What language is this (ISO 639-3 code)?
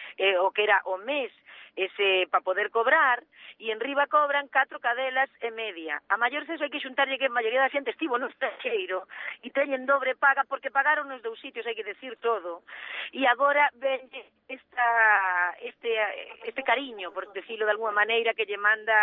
glg